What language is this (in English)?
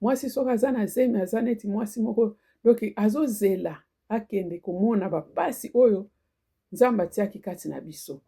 Lingala